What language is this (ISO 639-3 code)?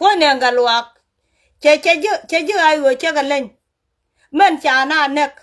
nus